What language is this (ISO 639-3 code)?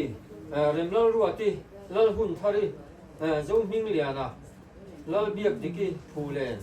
hmr